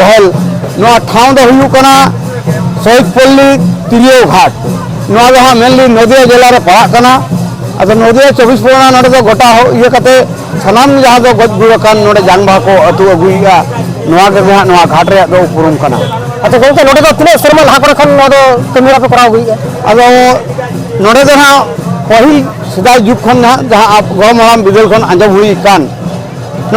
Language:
Santali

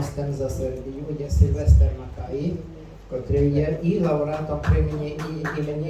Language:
Rusyn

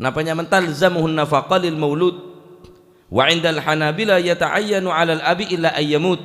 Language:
Madurese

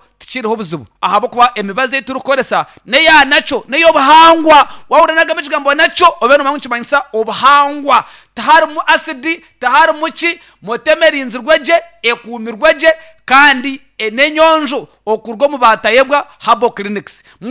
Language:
Nyankole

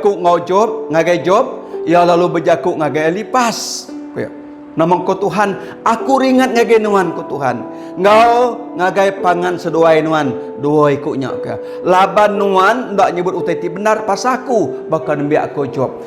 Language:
Iban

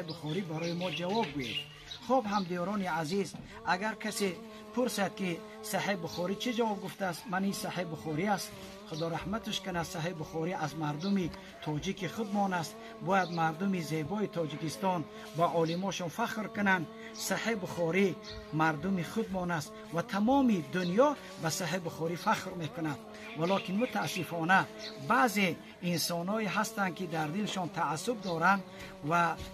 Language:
Tajik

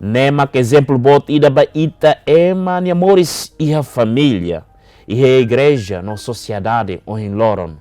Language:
Tetum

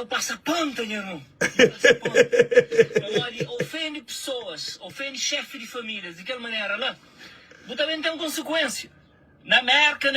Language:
Kabuverdianu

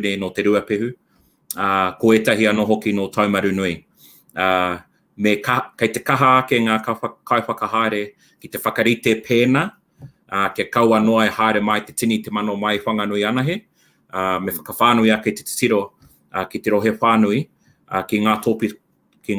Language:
Māori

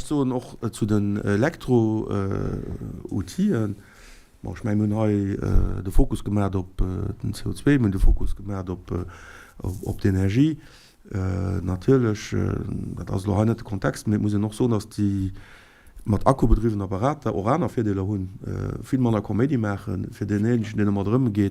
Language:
Luxembourgish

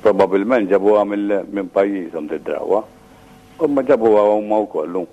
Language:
Maltese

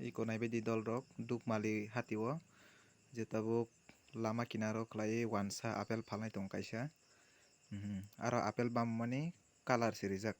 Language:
Kok Borok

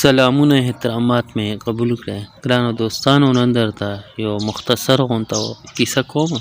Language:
Pashto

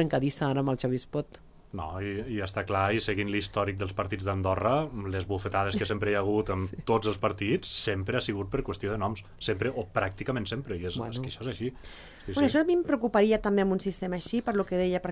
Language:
Catalan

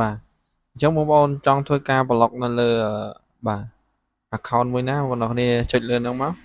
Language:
Khmer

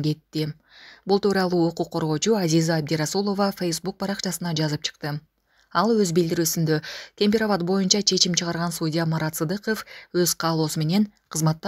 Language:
Kyrgyz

